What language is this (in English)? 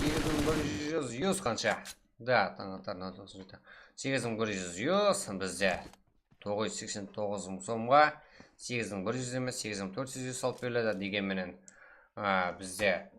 Kara-Kalpak